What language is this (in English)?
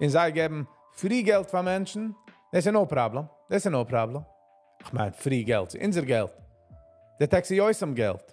Yiddish